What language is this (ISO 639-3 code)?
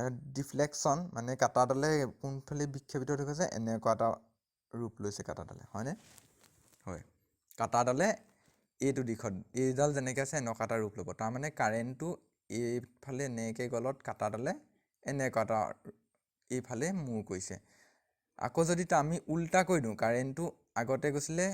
asm